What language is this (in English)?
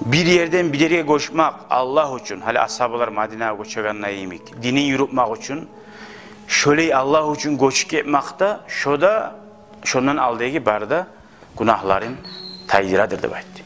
Kumyk